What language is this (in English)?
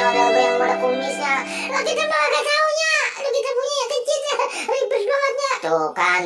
Betawi